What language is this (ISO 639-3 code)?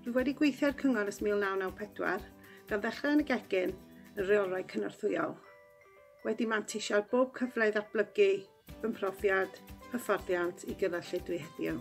cym